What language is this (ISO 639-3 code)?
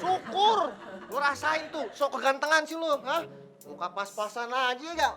bew